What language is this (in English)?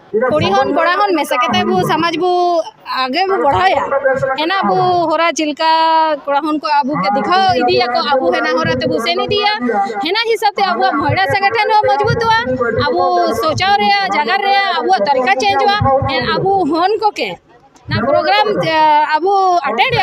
Santali